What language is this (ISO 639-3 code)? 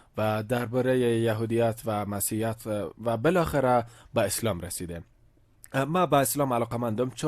fas